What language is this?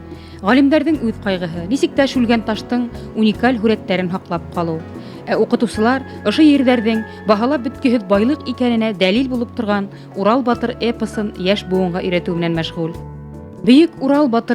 Bashkir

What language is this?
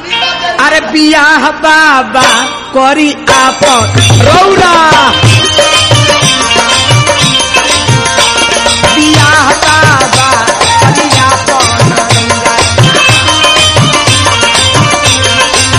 Bhojpuri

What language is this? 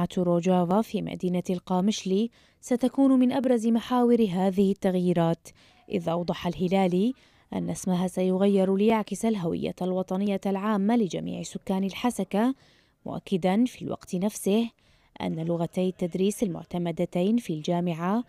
Arabic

